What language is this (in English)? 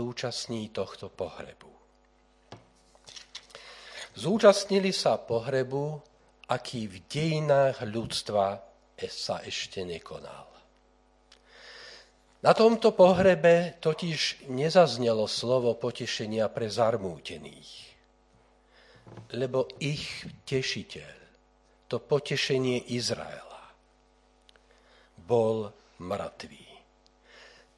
Slovak